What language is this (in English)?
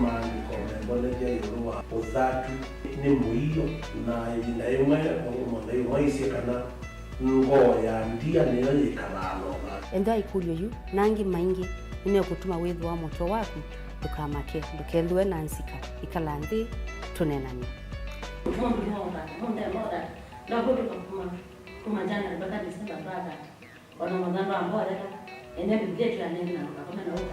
Kamba